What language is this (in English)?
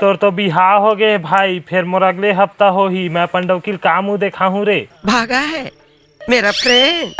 Chhattisgarhi